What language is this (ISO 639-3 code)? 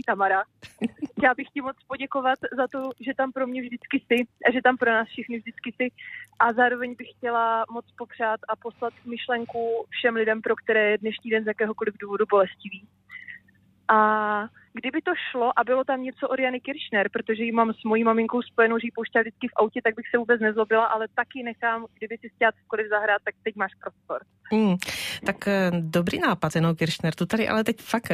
ces